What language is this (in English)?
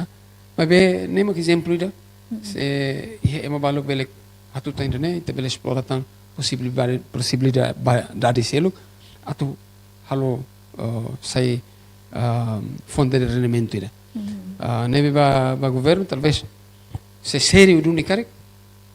Tetum